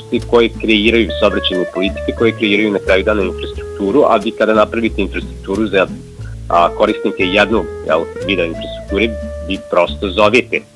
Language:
Bosnian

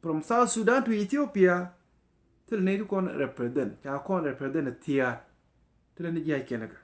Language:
Nuer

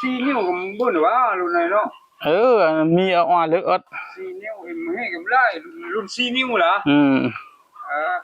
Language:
Northeastern Thai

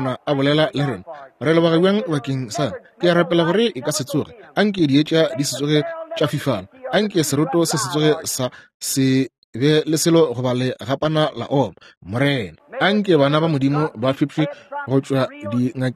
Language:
Northern Sotho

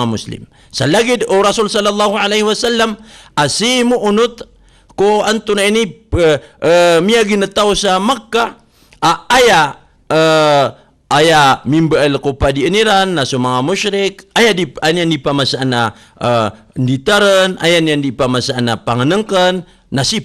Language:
Maranao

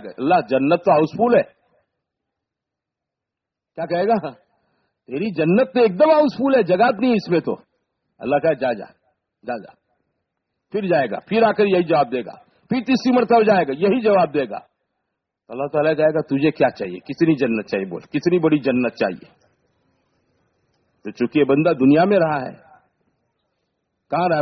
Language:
Urdu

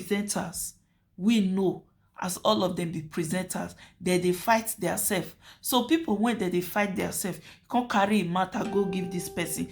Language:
Nigerian Pidgin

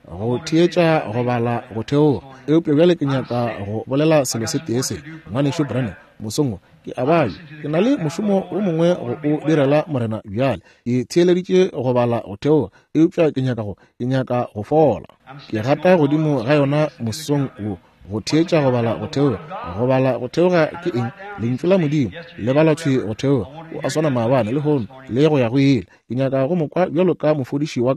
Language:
Northern Sotho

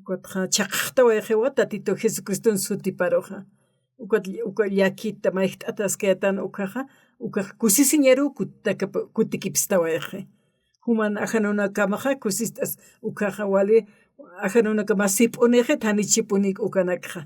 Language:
Aymara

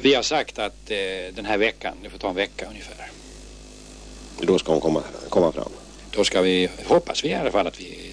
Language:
Swedish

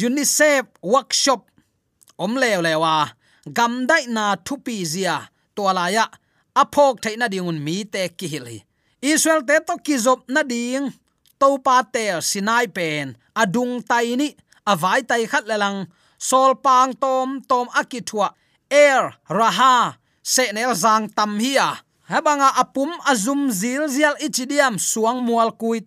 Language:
Tedim Chin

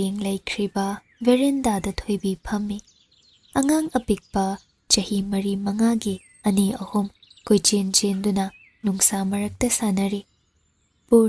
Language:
Manipuri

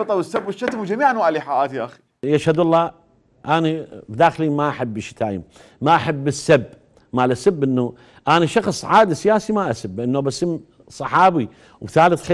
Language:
Mesopotamian Arabic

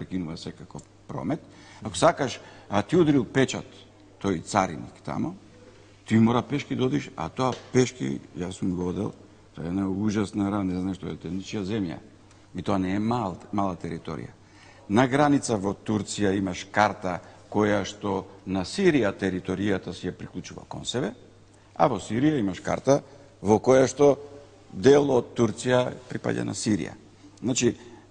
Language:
Macedonian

